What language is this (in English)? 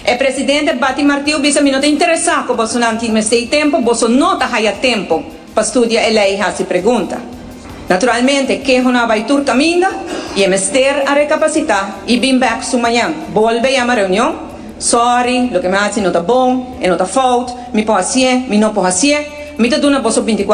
Papiamento